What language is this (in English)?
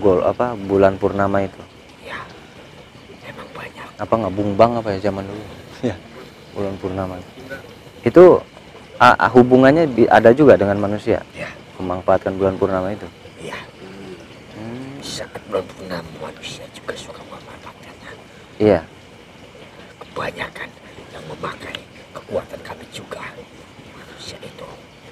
Indonesian